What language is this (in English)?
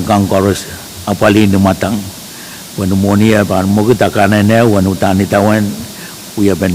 Pohnpeian